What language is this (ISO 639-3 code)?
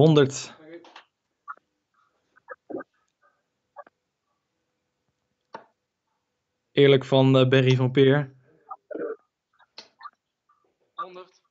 nld